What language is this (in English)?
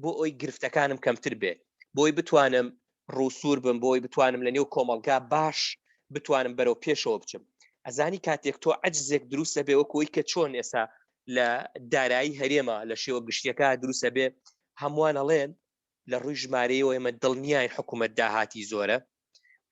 Central Kurdish